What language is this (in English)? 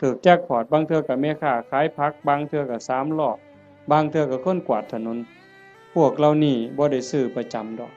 Northeastern Thai